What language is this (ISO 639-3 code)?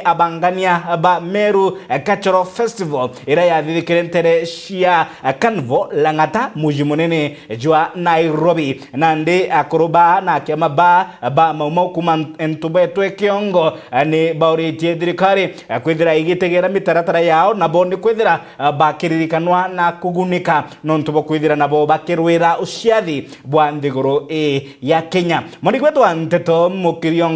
mer